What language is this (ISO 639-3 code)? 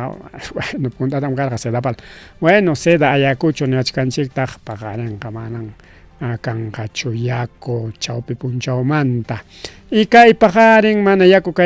quy